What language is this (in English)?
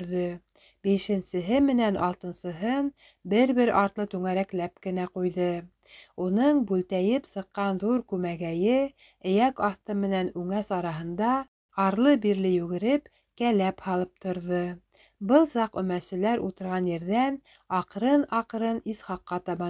Bashkir